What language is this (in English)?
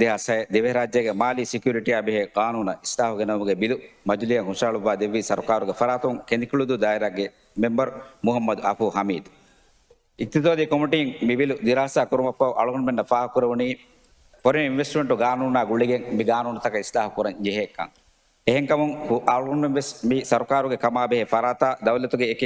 Divehi